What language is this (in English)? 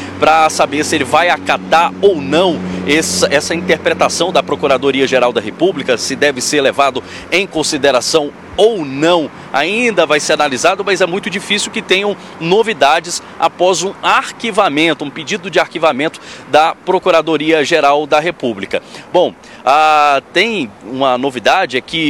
Portuguese